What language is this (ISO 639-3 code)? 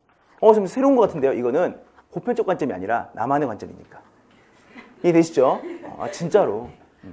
kor